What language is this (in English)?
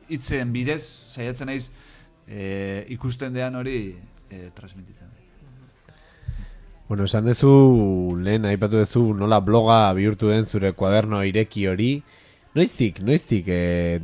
Basque